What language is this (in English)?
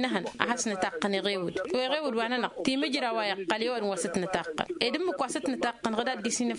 Tamasheq